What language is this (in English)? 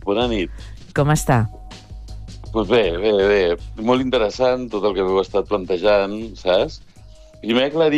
Catalan